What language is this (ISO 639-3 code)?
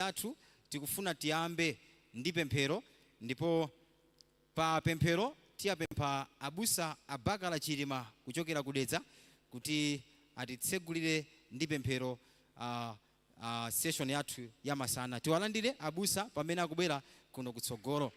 nya